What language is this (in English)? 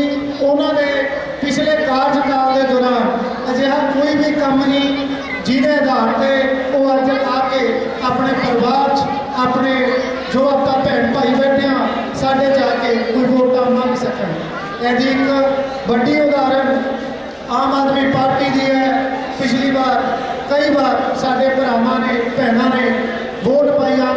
Punjabi